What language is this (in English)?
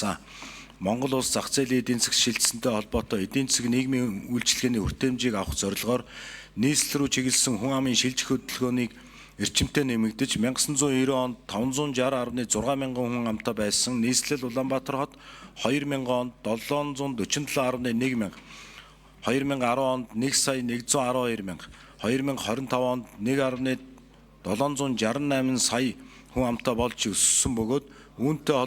Mongolian